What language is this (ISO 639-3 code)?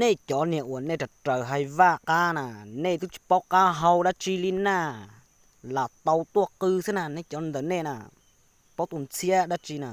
hmn